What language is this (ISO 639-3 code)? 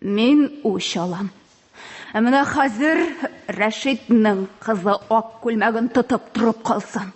tat